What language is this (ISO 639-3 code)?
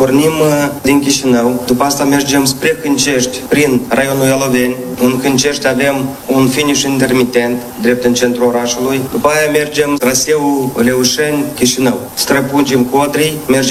ron